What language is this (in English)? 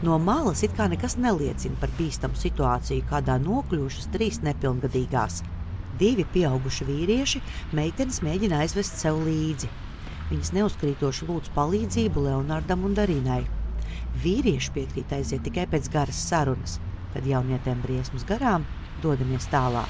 Latvian